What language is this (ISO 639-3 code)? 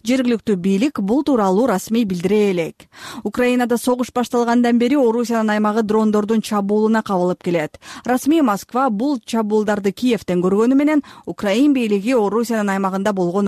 kir